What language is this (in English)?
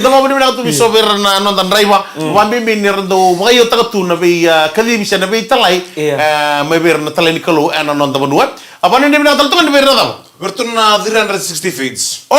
Fijian